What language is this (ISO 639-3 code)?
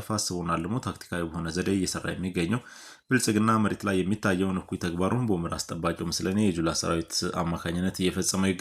amh